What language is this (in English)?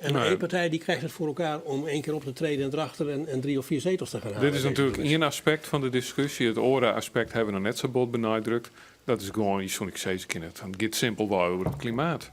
Western Frisian